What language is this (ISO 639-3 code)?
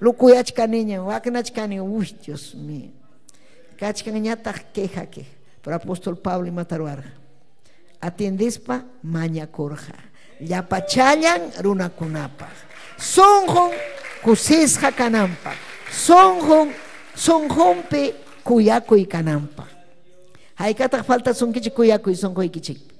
quy